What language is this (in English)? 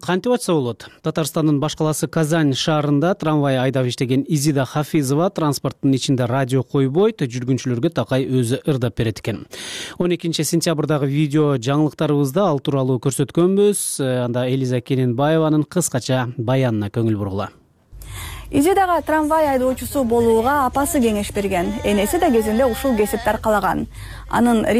Kyrgyz